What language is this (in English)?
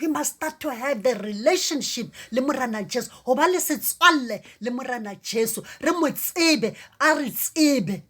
Southern Sotho